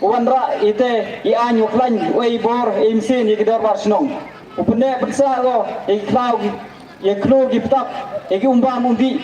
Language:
Pnar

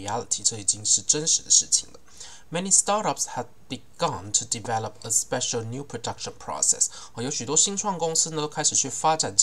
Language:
Chinese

